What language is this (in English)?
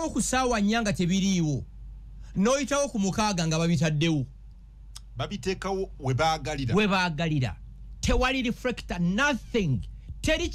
Ganda